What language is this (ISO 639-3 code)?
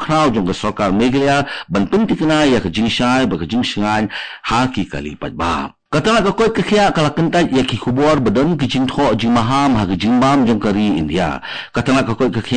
kha